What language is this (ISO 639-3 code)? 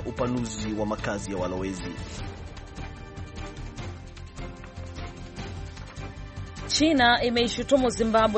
swa